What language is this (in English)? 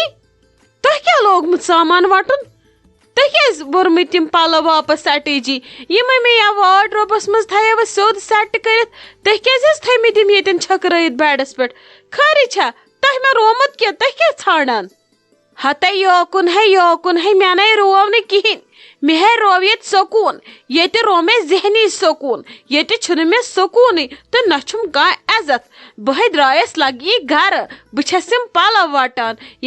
Kashmiri